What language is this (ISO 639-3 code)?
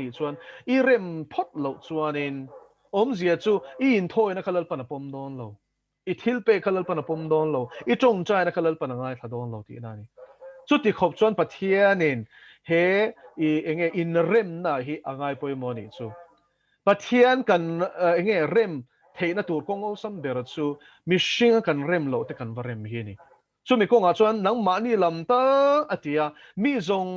lus